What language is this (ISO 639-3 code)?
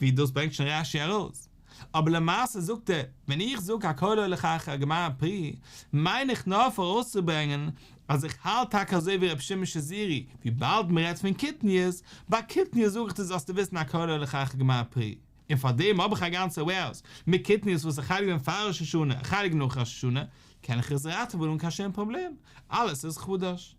yid